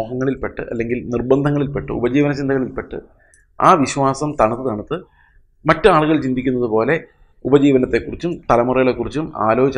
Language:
Malayalam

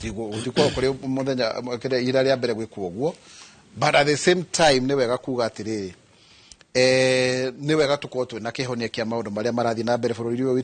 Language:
Kikuyu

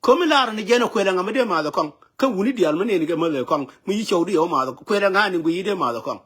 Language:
Nuer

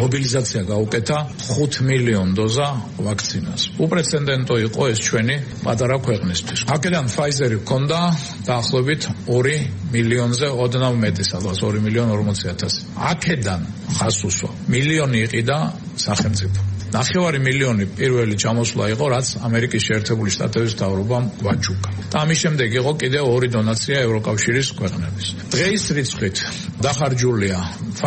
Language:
Georgian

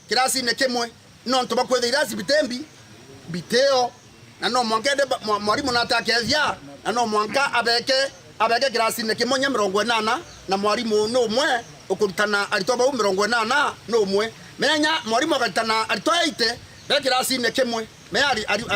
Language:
Meru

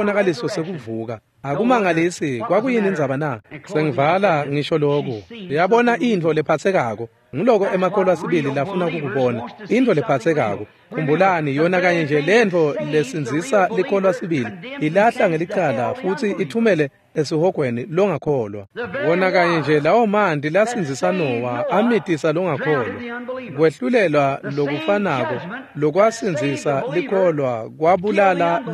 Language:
Swati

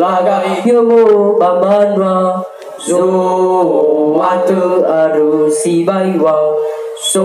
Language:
Nias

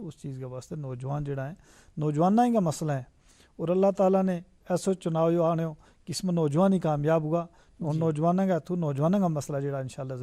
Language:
Gujari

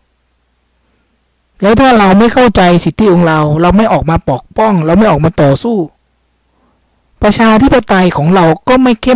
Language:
Thai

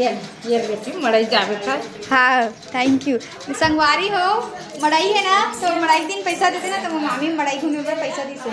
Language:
Chhattisgarhi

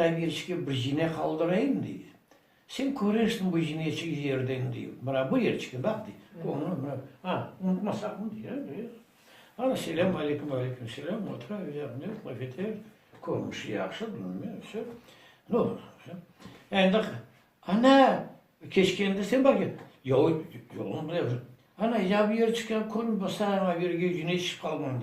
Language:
Crimean Tatar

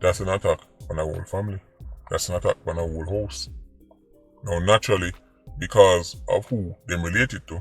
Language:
Jamaican Creole English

